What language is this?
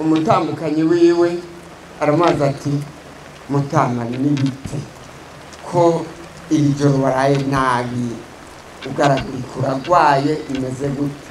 Rundi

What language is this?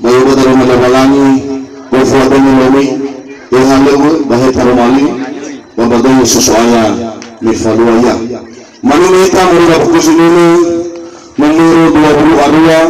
Nias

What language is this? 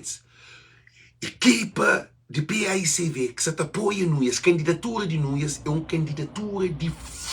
Kabuverdianu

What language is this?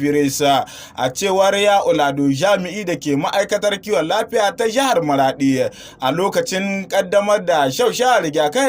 Hausa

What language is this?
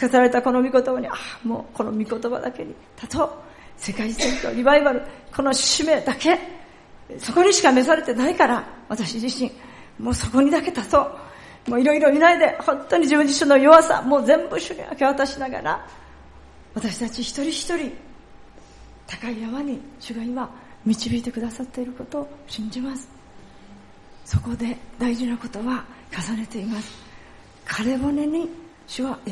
Japanese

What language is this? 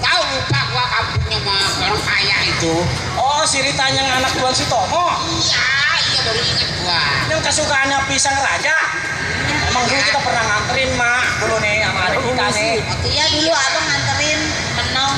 Betawi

